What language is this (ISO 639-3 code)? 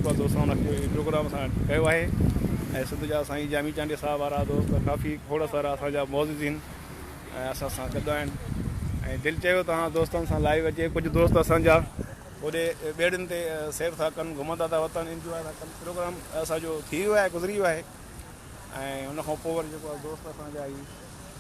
snd